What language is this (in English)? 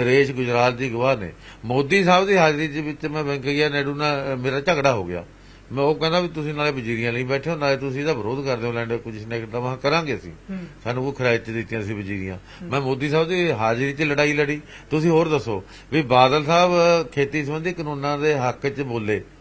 Punjabi